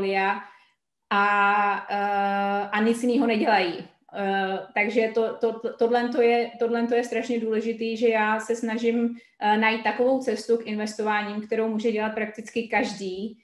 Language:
Czech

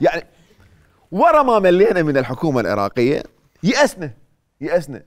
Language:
Mesopotamian Arabic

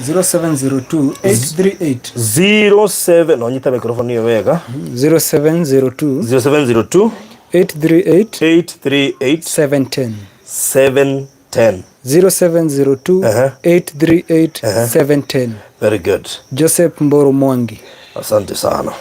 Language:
Kikuyu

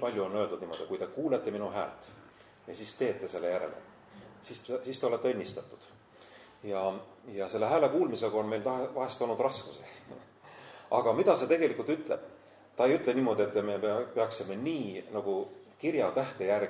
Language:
Estonian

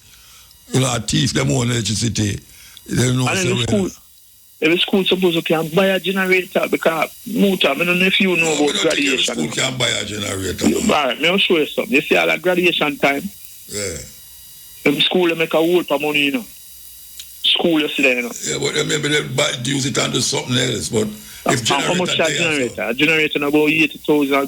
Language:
Jamaican Creole English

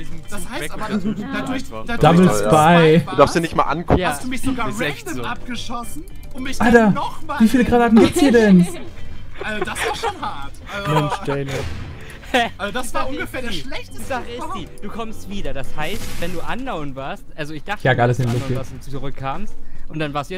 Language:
German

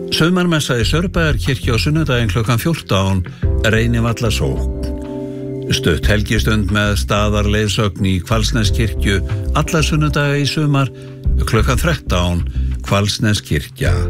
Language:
Icelandic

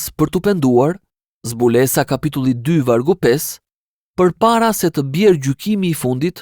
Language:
Albanian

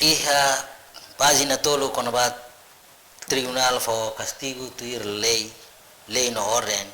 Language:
Tetum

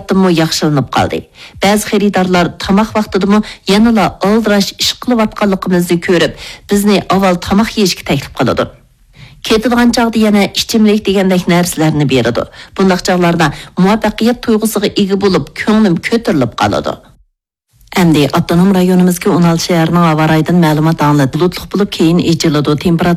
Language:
Uyghur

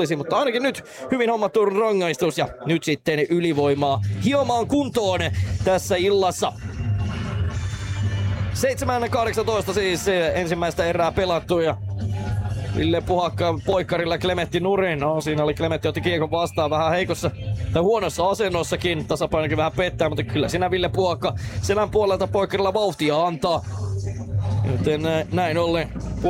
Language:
Finnish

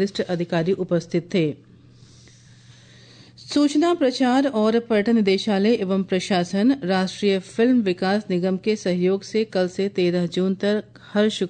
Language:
Hindi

